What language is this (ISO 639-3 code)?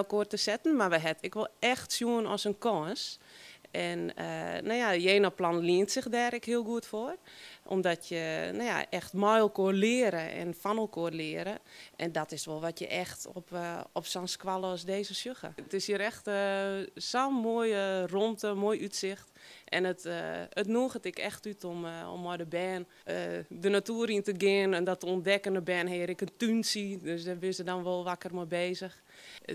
fry